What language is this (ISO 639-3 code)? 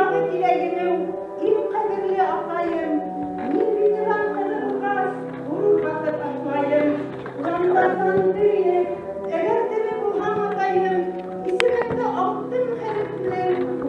bak